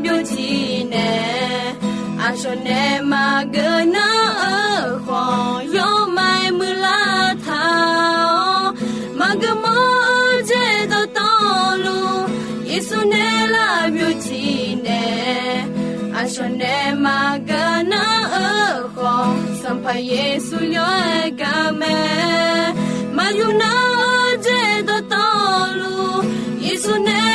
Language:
Akha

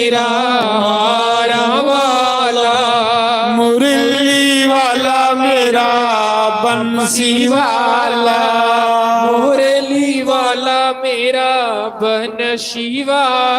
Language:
Dogri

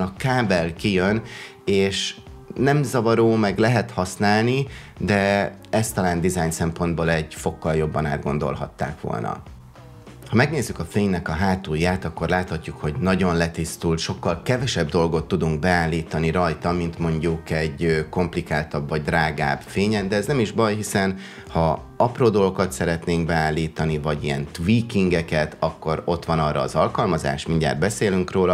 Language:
Hungarian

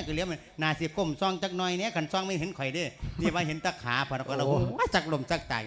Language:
Lao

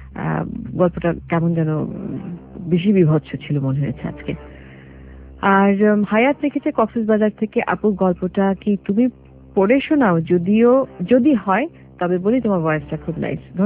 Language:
Bangla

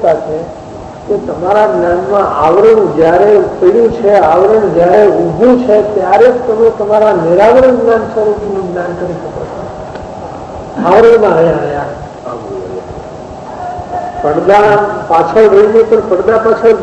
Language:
Gujarati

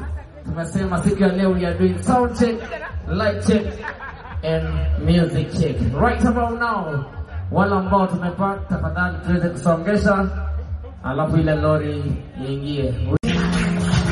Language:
Swahili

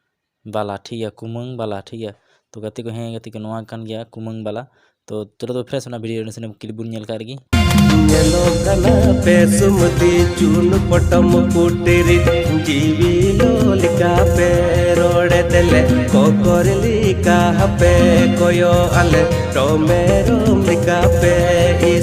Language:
Santali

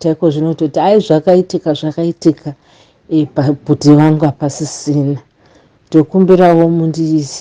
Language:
Shona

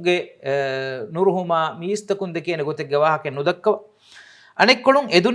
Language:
Divehi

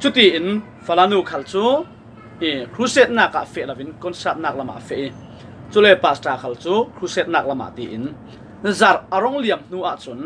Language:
Falam Chin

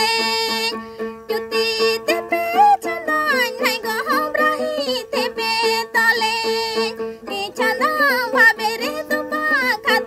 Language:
Santali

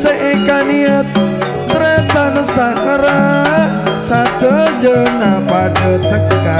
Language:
Madurese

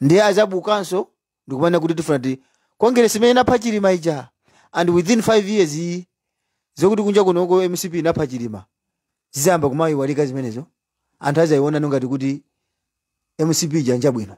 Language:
Nyanja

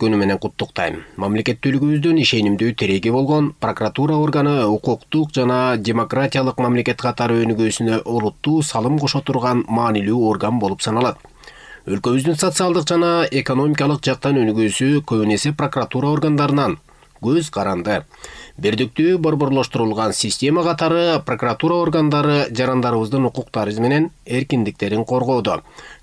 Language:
Kyrgyz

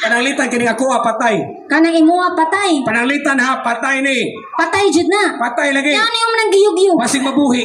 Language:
Cebuano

